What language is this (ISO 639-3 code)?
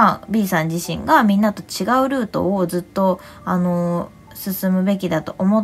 jpn